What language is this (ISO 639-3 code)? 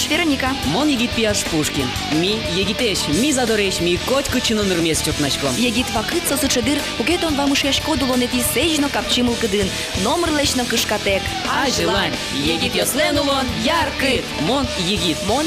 udm